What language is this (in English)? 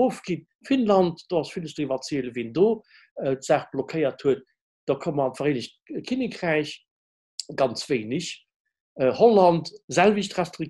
Luxembourgish